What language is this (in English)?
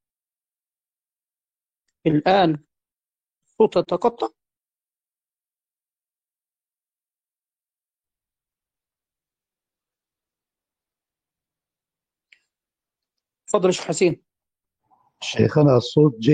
Arabic